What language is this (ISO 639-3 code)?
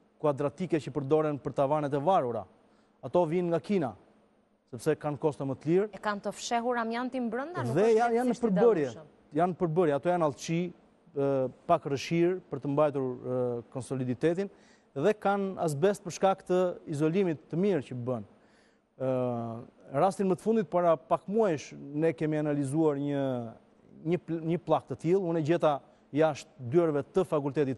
sqi